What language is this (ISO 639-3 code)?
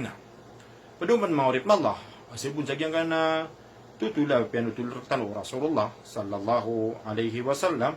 mrw